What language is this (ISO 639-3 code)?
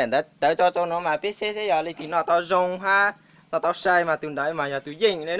hmn